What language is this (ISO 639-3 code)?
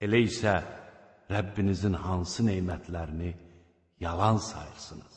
aze